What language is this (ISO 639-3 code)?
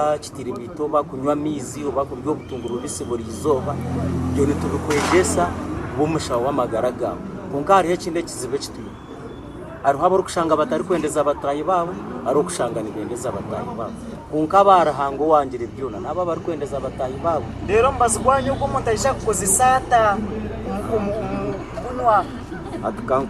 nyn